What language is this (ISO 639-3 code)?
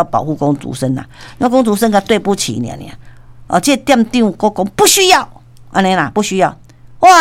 nan